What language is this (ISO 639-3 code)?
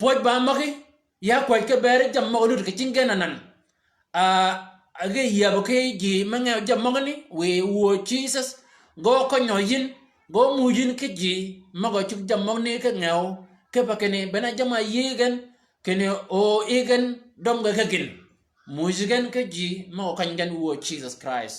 shk